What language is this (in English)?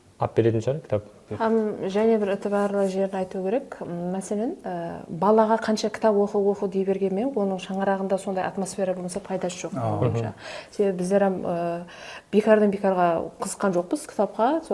Kara-Kalpak